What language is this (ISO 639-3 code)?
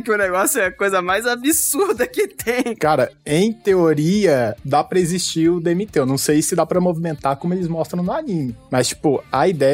por